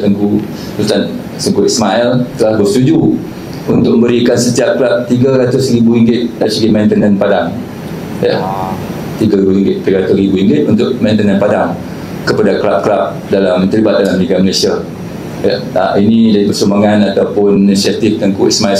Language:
Malay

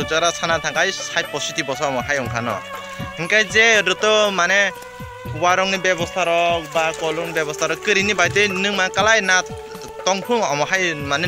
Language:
Kok Borok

